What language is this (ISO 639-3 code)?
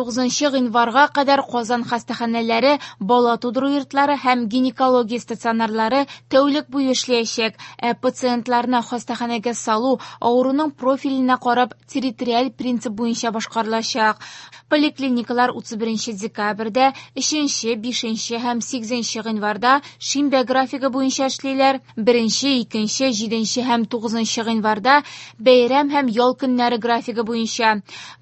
tat